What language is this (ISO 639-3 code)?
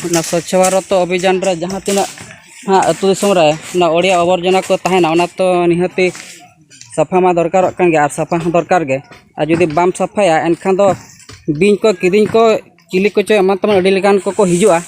sat